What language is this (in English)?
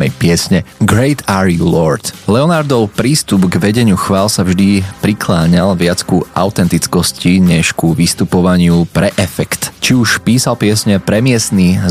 Slovak